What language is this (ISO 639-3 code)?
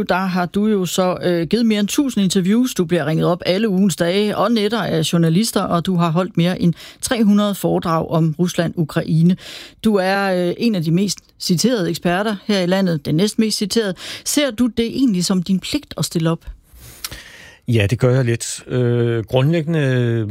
dan